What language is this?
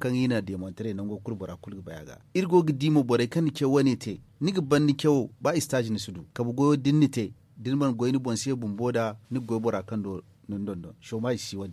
Zarma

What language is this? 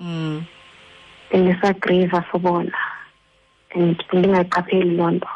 Xhosa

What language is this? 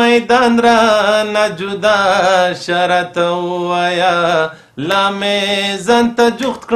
Pashto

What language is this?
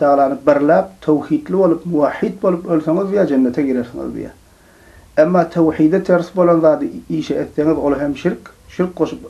Turkmen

